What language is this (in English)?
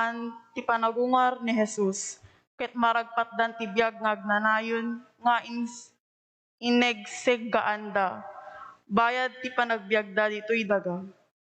Iloko